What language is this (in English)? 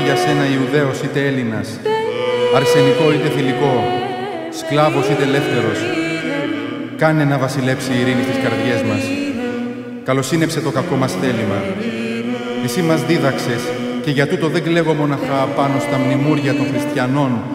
Greek